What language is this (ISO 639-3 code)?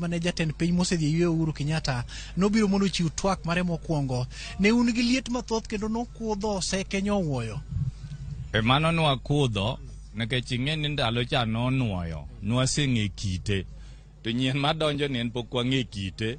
luo